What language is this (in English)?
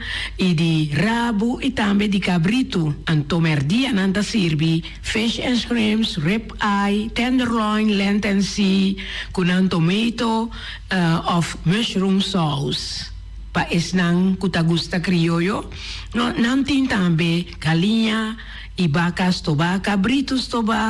Papiamento